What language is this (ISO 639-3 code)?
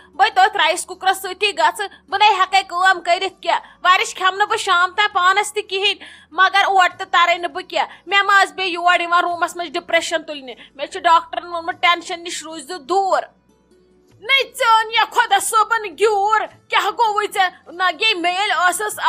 kas